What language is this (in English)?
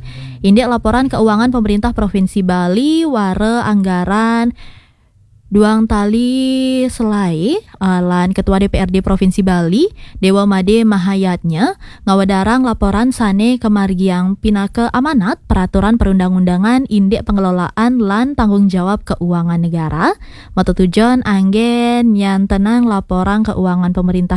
Balinese